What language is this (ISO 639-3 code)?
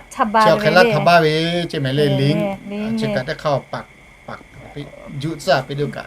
lhu